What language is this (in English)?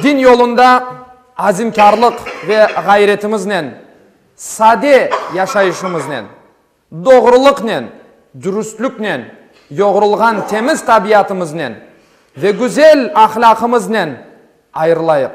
Crimean Tatar